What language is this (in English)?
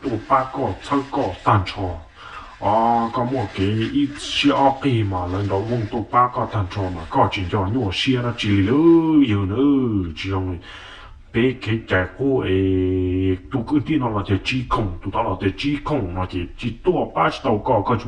Hmong